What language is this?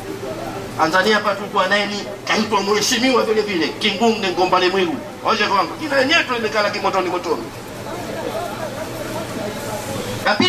Swahili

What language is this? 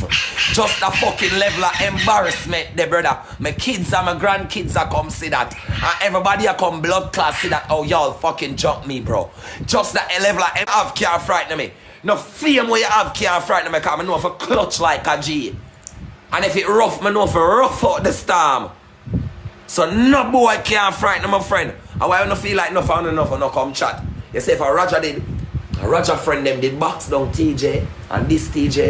Jamaican Creole English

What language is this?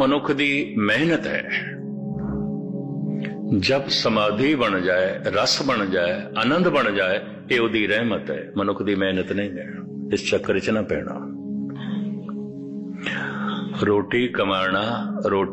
Punjabi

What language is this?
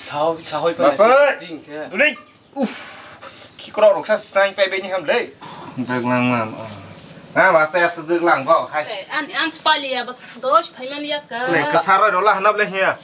Kok Borok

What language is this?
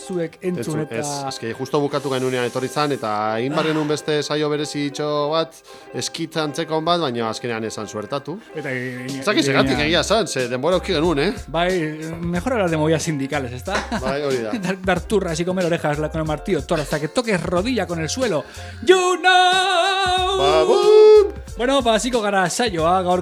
Basque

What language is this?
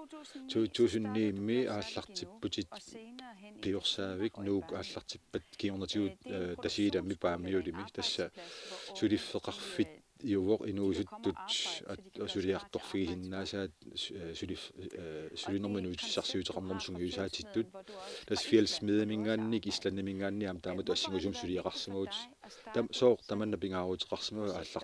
Kalaallisut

